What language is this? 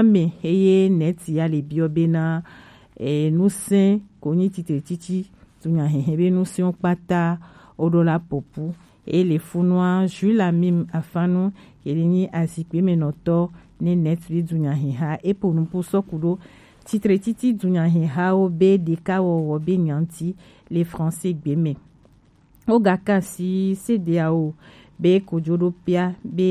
Gen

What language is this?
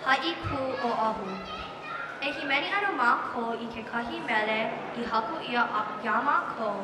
Hawaiian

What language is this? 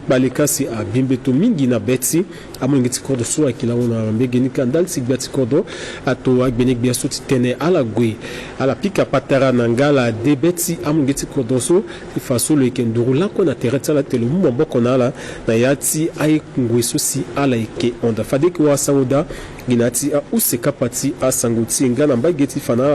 Sango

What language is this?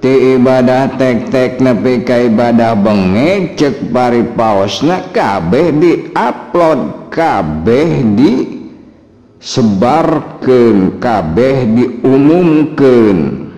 Sundanese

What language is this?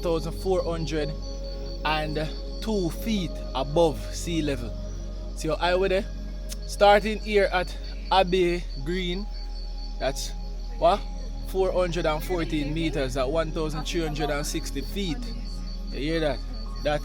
Jamaican Creole English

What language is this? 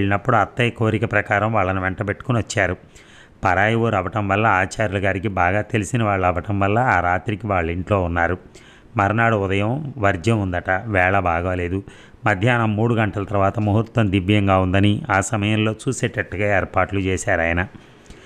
Telugu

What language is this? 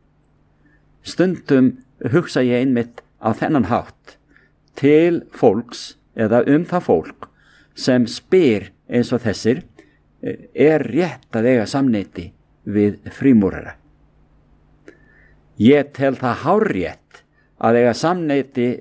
Icelandic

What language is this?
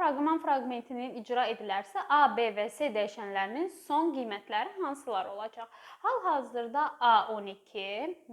Azerbaijani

